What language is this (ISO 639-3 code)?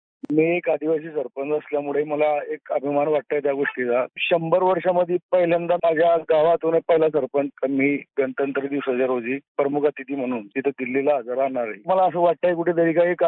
mar